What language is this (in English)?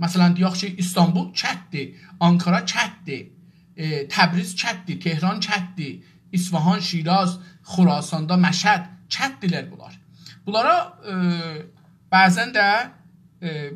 South Azerbaijani